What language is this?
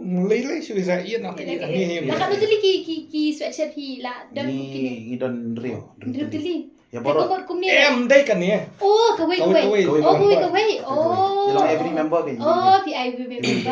Khasi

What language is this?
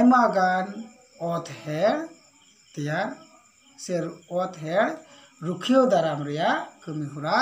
Santali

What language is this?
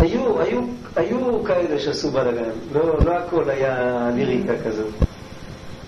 Hebrew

